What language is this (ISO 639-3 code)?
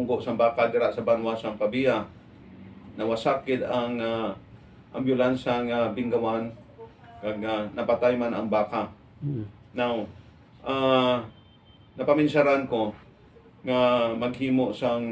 hil